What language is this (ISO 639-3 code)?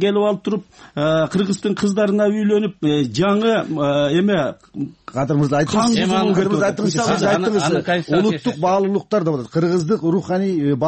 kir